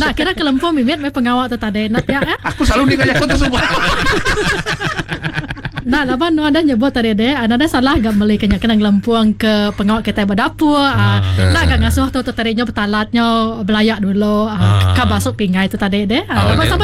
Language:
Iban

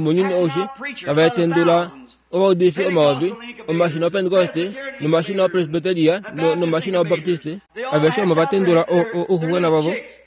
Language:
Kuanyama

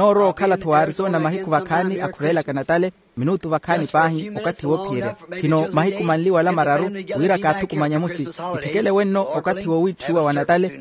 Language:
Makhuwa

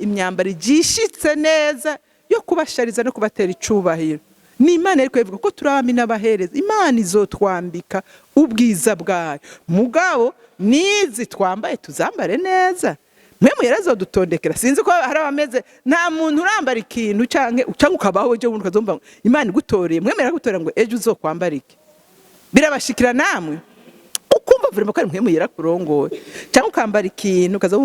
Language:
Rundi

